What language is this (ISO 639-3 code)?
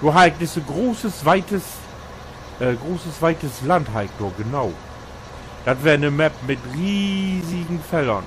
nds